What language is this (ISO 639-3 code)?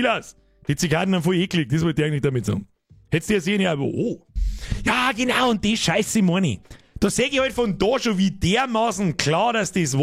bar